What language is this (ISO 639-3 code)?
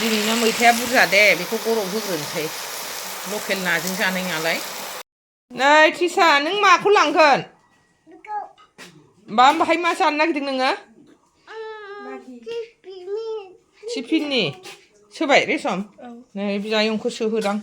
brx